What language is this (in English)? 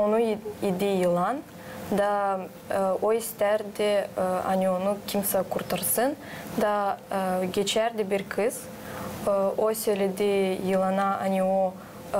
Gagauz